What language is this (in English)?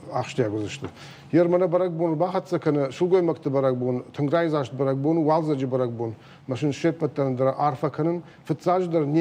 Ossetic